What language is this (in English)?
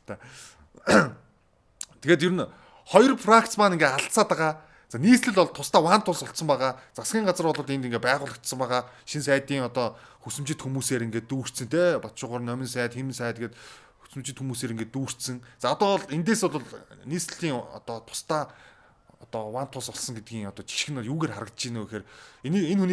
Mongolian